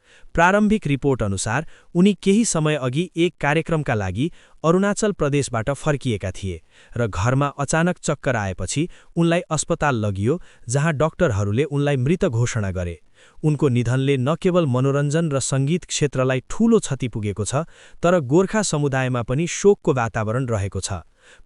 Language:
Nepali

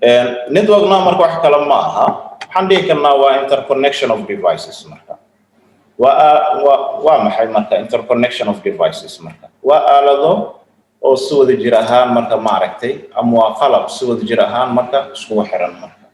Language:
Somali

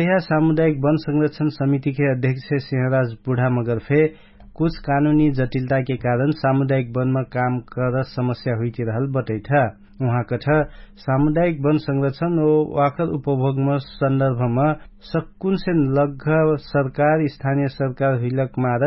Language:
Dangaura Tharu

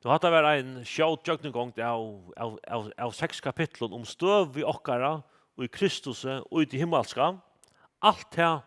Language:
Faroese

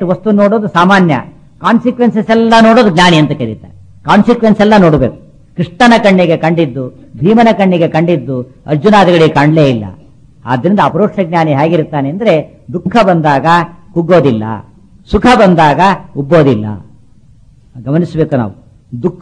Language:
Kannada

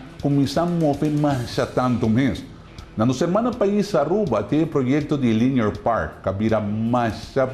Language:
Papiamento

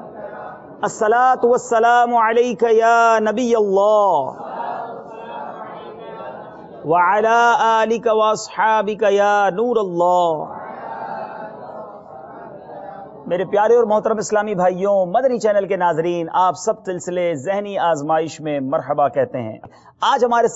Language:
Urdu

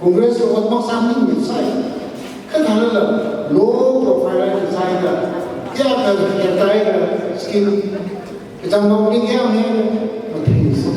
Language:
Tangkhul Naga (India)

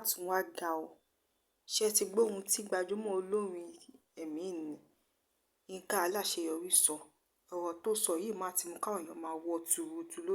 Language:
Yoruba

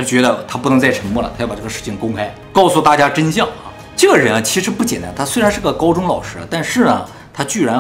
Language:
Chinese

